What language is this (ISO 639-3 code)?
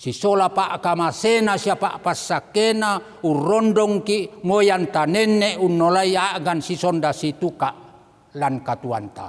sda